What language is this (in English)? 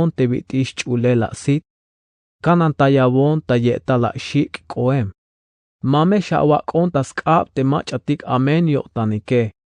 Tzeltal